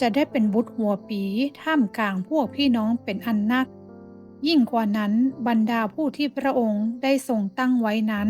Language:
Northern Thai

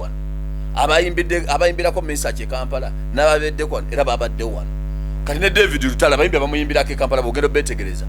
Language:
Ganda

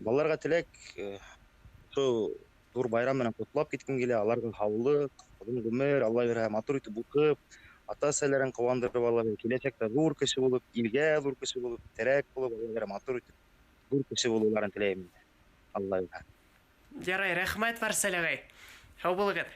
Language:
Bashkir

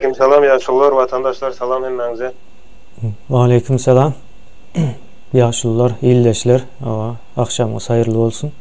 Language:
Turkmen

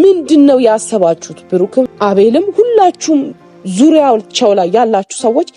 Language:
Amharic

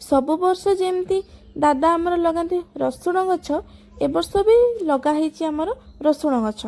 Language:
Odia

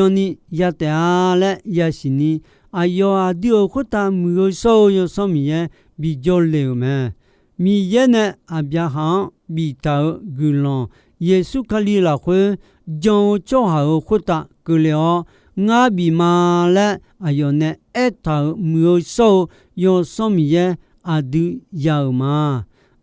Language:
Akha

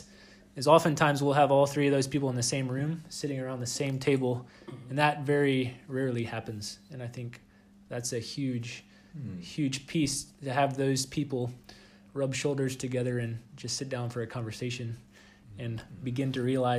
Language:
English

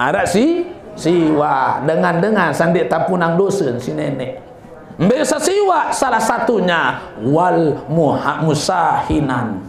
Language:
Sasak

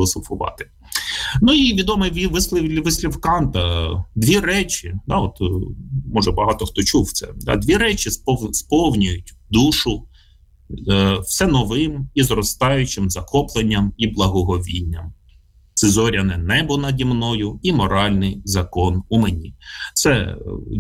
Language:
Ukrainian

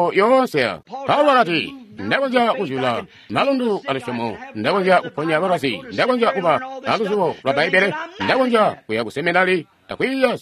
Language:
Tonga (Zambia)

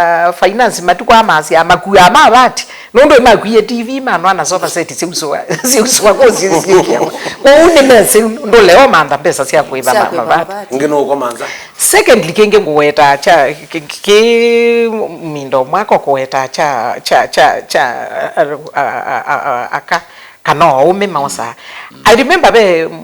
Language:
Kamba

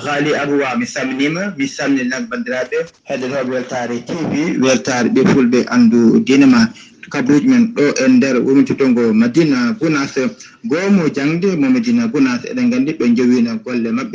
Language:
Fula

